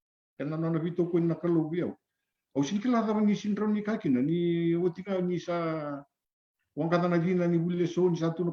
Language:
Fijian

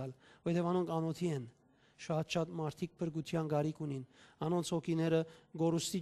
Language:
Western Armenian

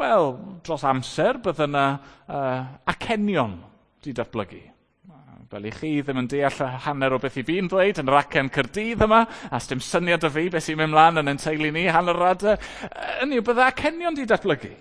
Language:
Welsh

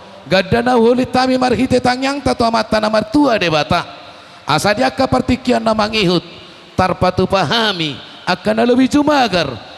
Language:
Batak Toba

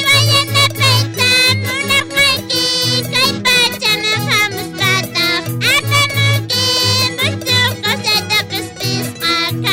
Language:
Quechua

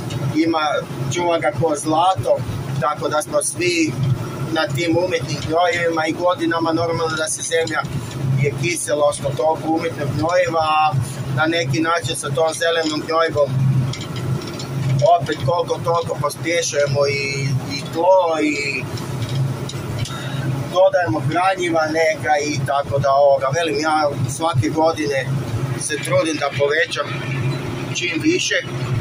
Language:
Croatian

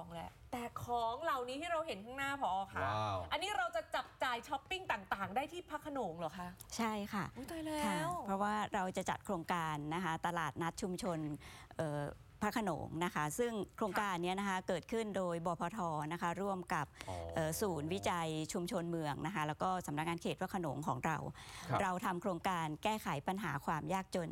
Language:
Thai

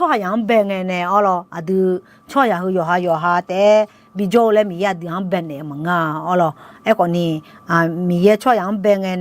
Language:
Akha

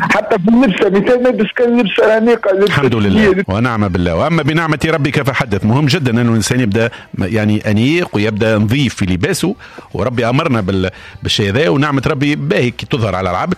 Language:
Tunisian Arabic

